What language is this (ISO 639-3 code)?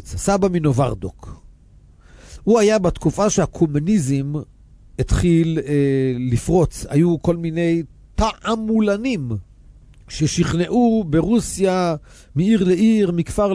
heb